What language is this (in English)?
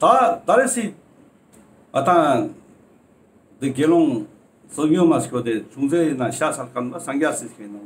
Ladakhi